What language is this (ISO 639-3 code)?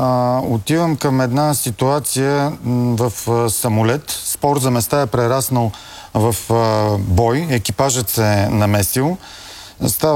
bul